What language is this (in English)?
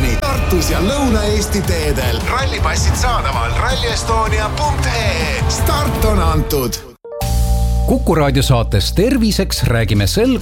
Estonian